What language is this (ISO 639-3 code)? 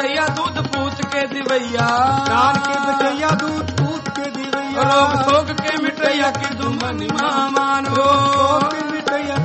pan